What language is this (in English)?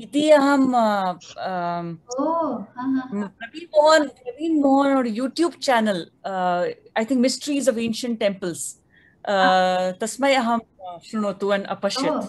Sanskrit